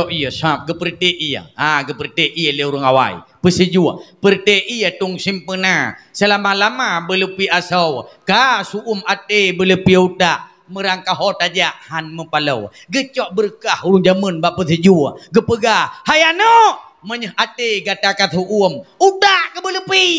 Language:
Achinese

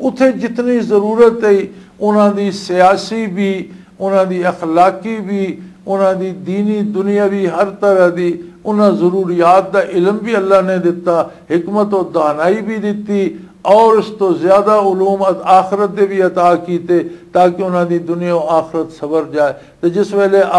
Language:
Western Panjabi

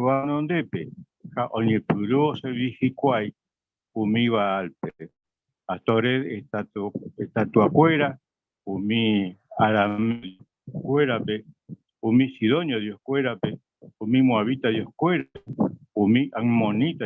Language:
Guarani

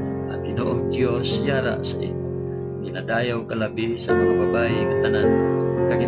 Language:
Hiligaynon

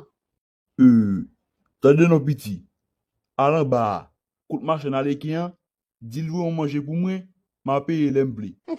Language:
Haitian Creole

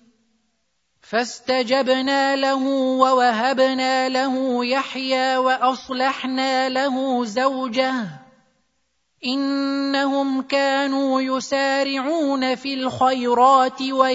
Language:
Arabic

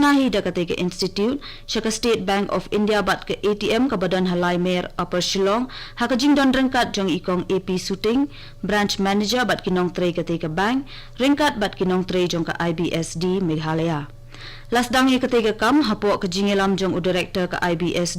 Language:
Khasi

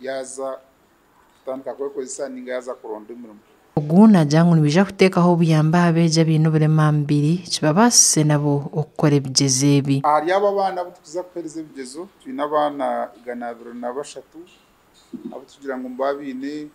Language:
Nyankole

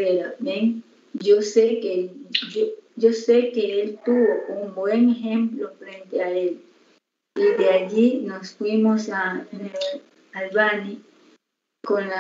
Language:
Spanish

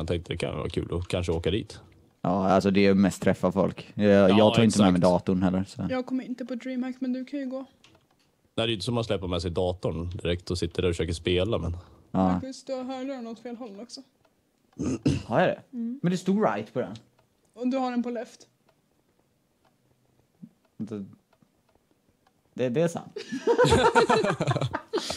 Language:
Swedish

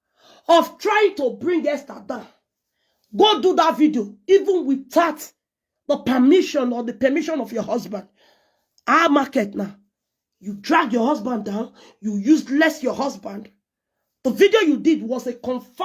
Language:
Nigerian Pidgin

